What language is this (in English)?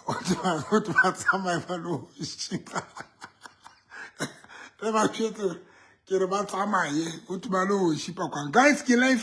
Southern Sotho